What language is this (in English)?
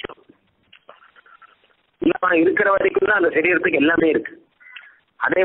Tamil